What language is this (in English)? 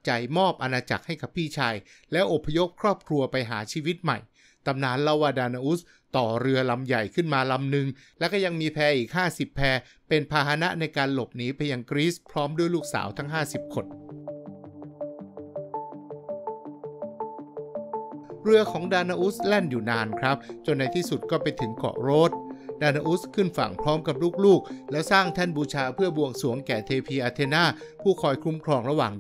Thai